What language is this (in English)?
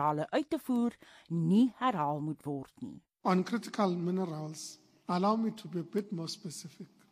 Afrikaans